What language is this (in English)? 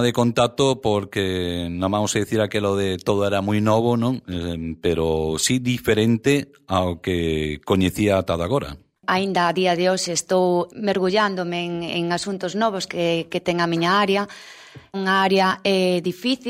Galician